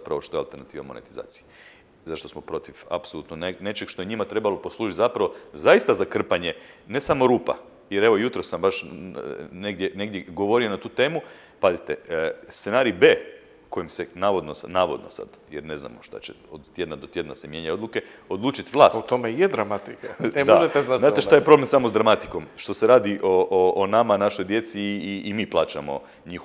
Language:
Croatian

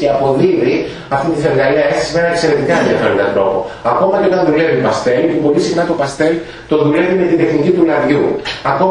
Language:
Greek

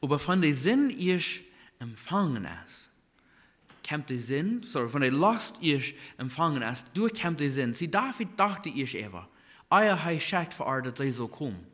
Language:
Plautdietsch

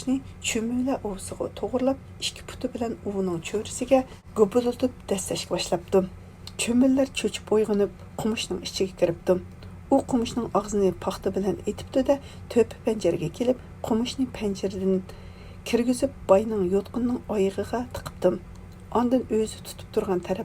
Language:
Uyghur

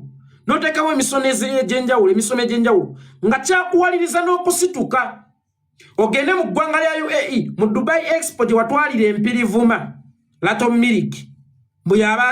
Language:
Ganda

